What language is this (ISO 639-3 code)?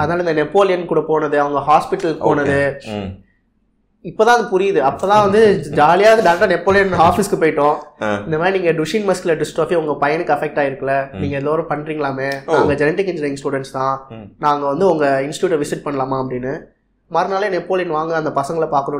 tam